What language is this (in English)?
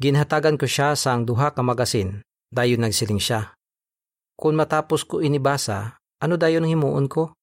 Hiligaynon